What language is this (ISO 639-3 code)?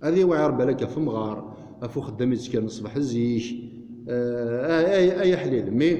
kab